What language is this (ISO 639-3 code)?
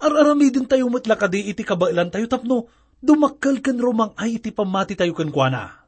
ilo